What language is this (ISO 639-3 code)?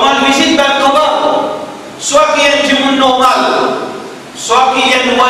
mfe